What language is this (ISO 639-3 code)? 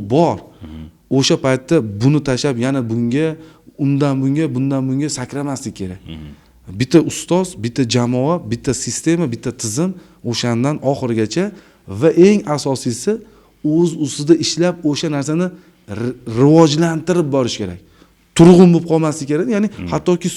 uzb